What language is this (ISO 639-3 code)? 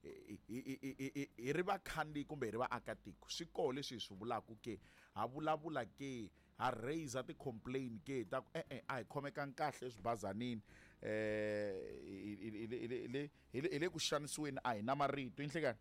tso